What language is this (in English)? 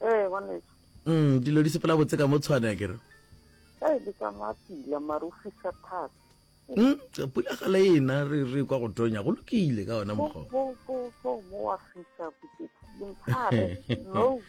Northern Sotho